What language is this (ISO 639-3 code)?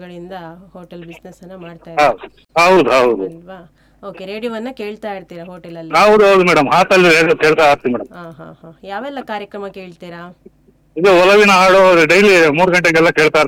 kan